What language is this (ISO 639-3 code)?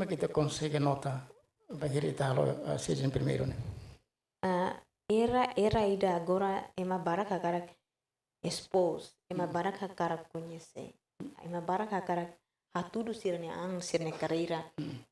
tet